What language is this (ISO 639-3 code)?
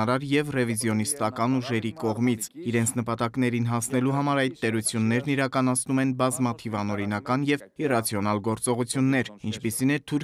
hye